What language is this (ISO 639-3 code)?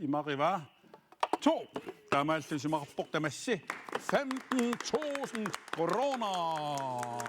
kal